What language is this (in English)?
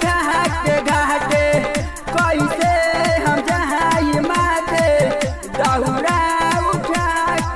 Bhojpuri